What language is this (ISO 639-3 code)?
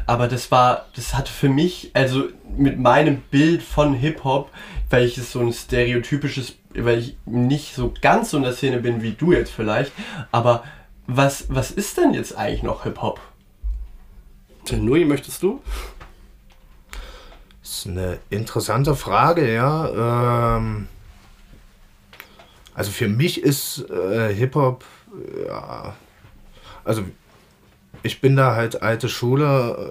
deu